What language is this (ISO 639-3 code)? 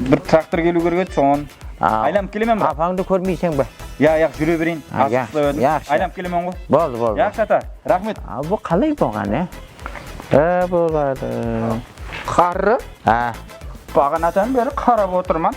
kaa